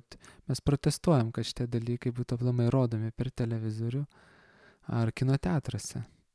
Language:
Lithuanian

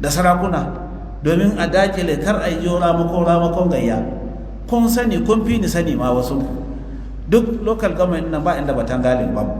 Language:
Hausa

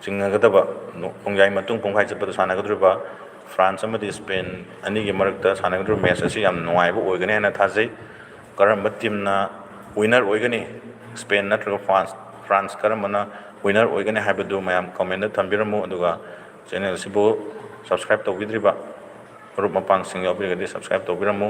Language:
Manipuri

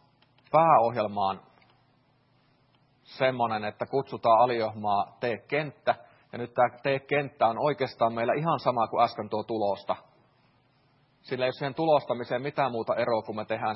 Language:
Finnish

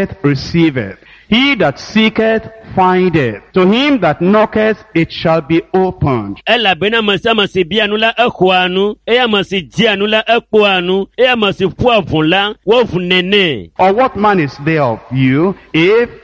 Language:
Ewe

